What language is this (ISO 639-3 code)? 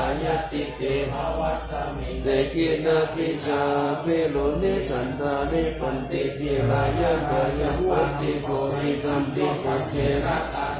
pli